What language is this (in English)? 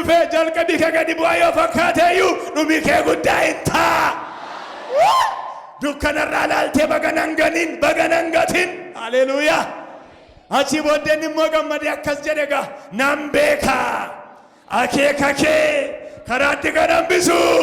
Oromo